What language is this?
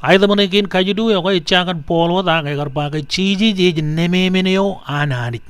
Marshallese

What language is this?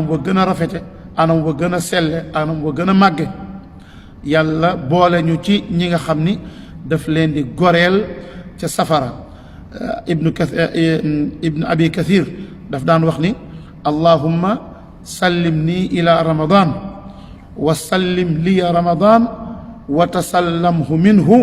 Wolof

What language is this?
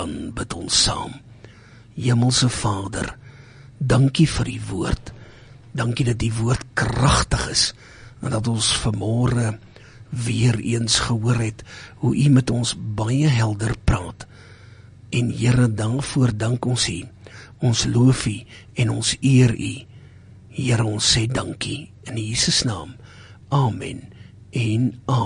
Afrikaans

